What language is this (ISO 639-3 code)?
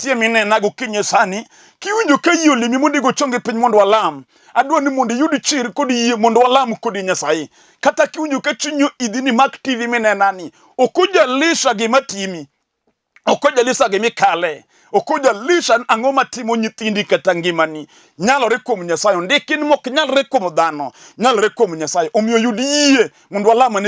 luo